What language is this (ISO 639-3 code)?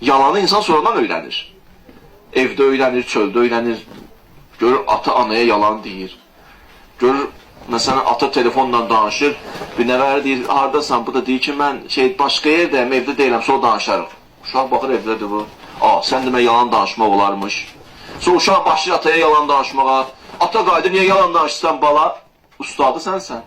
aze